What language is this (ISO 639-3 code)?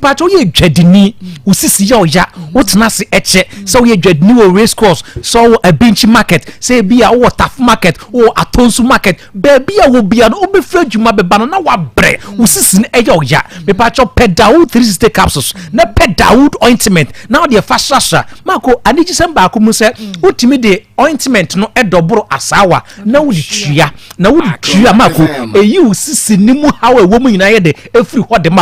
aka